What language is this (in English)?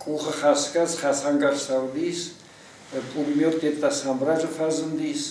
Ossetic